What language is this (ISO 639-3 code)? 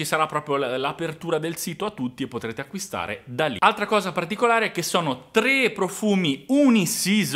ita